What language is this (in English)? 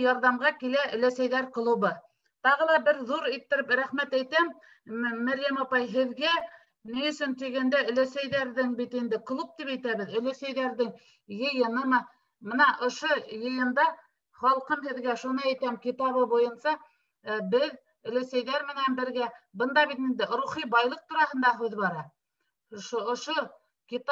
Bashkir